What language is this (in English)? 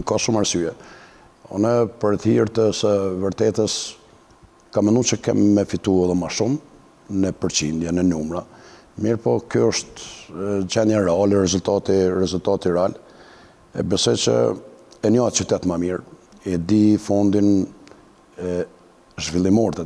Albanian